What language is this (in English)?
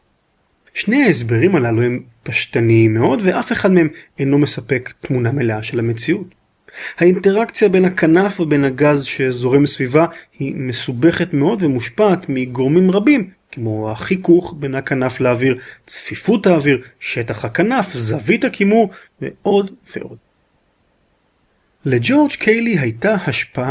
Hebrew